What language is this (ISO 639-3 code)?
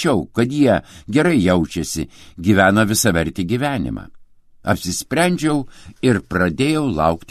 lit